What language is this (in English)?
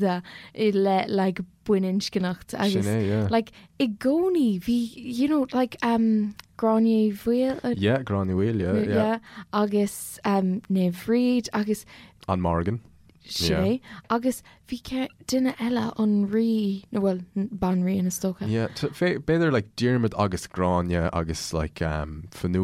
Irish